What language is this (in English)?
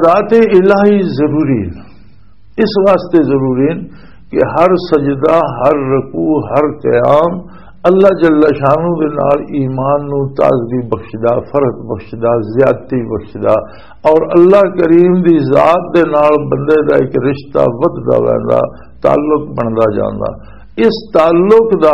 Western Panjabi